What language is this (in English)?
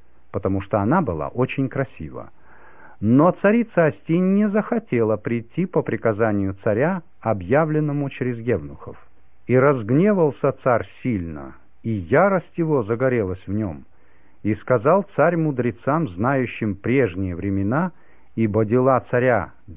Russian